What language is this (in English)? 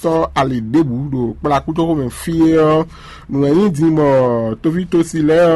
Fon